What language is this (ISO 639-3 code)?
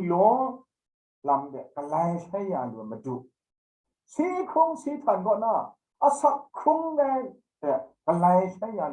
kac